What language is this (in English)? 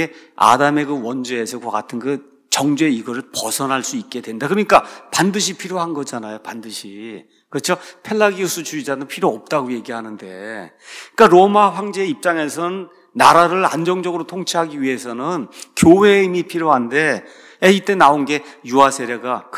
Korean